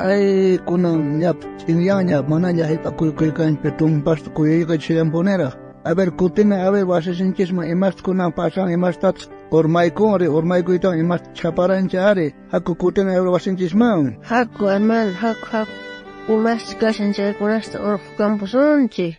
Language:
South Bolivian Quechua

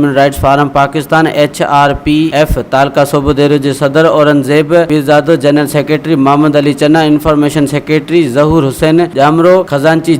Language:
Sindhi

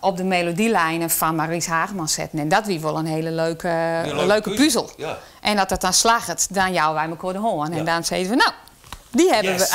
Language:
Western Frisian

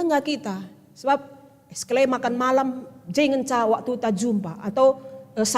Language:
Batak Karo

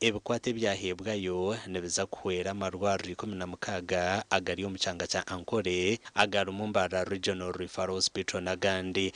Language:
Nyankole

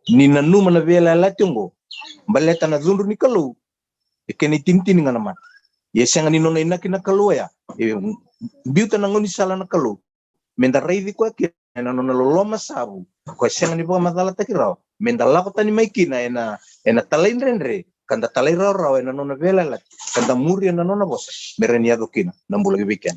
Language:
Fijian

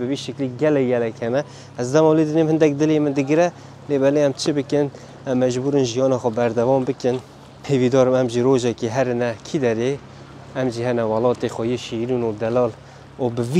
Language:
Kurdish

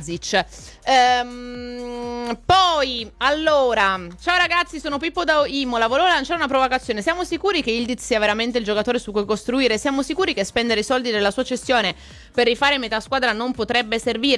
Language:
Italian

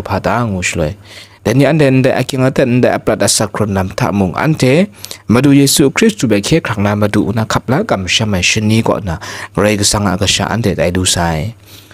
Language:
Kachin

